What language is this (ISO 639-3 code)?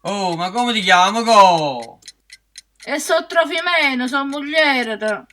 nap